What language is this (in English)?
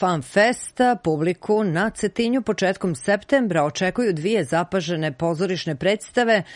Serbian